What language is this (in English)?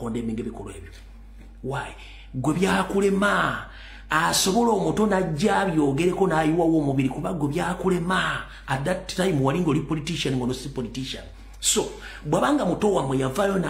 Ganda